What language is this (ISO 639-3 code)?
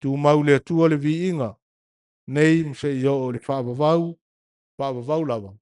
smo